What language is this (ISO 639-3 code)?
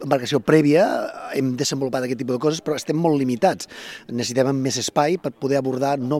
cat